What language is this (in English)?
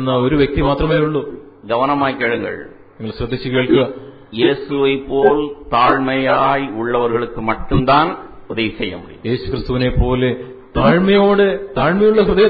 Malayalam